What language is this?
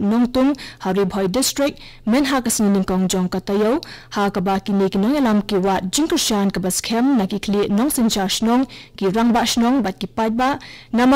Khasi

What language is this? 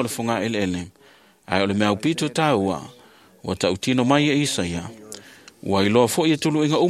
Samoan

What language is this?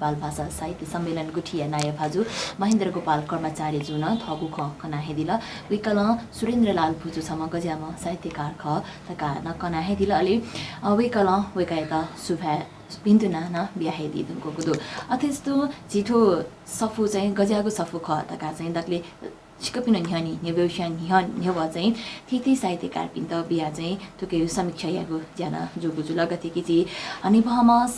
Newari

